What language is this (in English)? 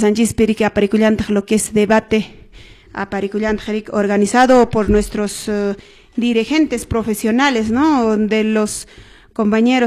Quechua